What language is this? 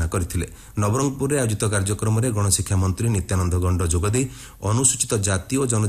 Odia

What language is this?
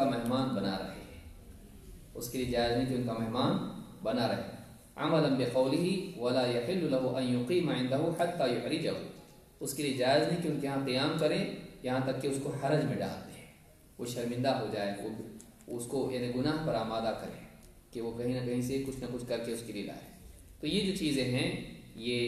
Urdu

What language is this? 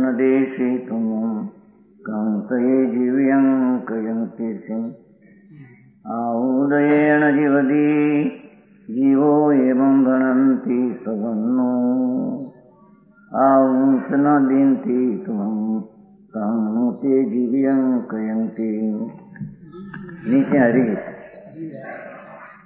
Gujarati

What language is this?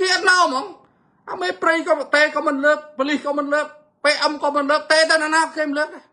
Khmer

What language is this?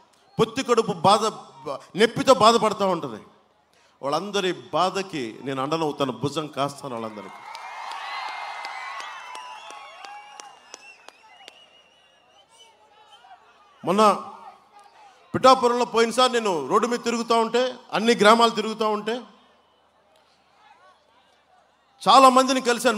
Telugu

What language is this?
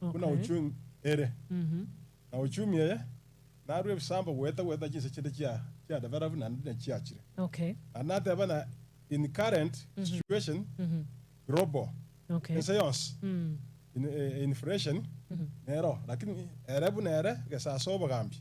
Gusii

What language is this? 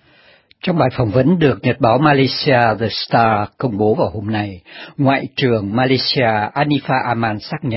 Vietnamese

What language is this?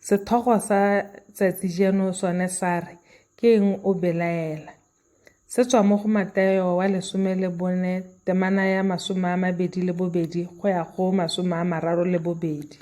Tswana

